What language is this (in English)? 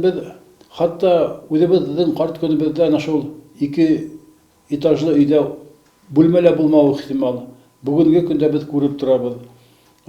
Bashkir